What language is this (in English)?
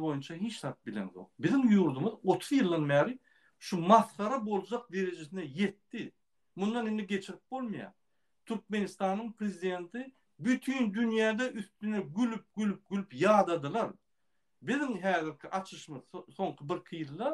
Turkmen